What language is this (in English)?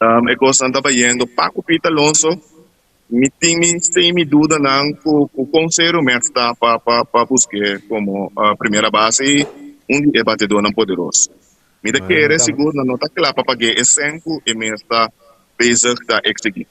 Papiamento